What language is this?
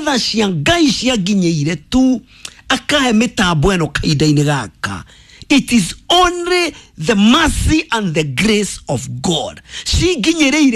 Kikuyu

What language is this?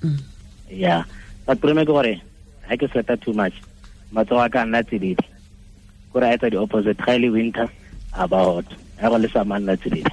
Tswana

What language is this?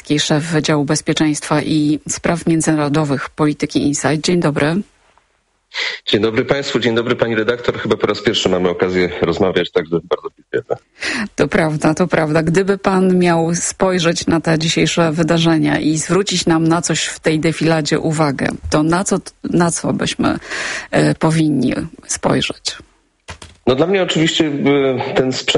Polish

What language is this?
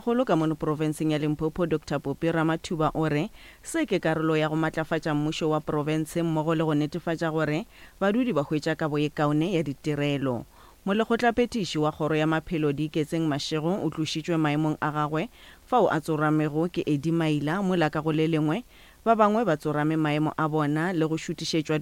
Northern Sotho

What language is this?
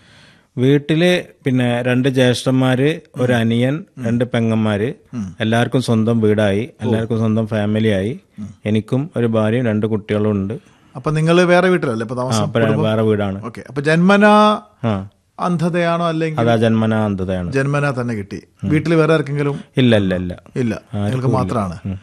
Malayalam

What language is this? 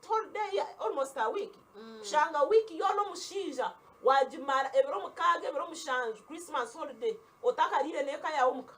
Nyankole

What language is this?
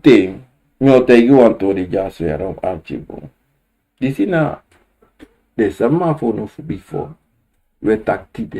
Sranan Tongo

